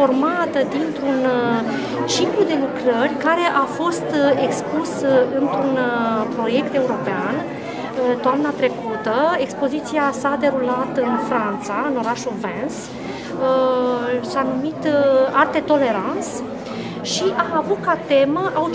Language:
Romanian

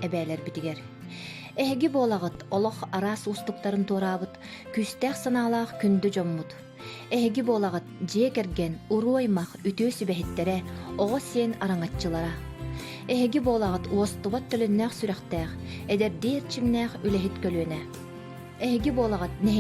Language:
Yakut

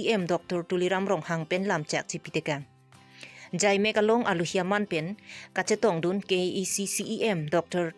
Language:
Karbi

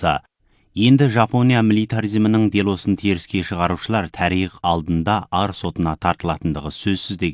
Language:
Kazakh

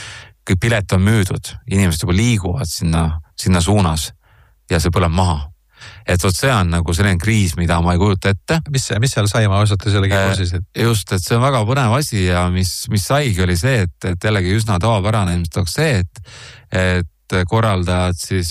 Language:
Estonian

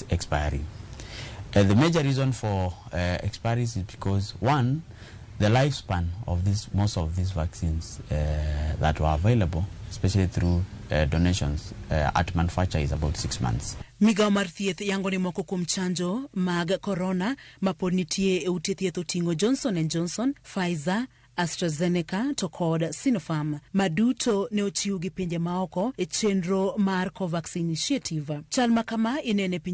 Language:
Luo (Kenya and Tanzania)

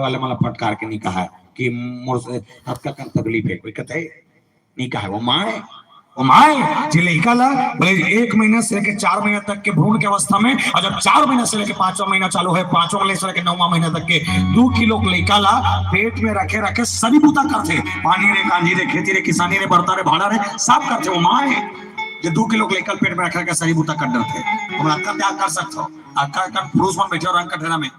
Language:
Chhattisgarhi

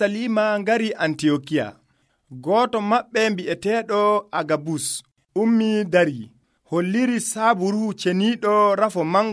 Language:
Nigerian Fulfulde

